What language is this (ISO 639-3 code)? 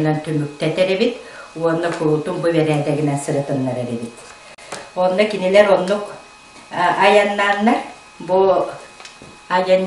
sah